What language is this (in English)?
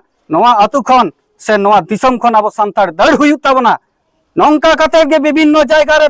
Santali